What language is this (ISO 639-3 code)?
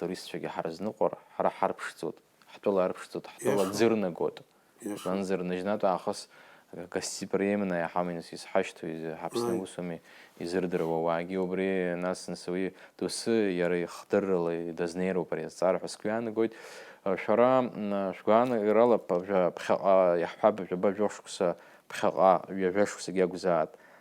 abk